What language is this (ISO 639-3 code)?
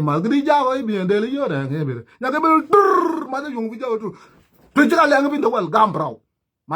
nus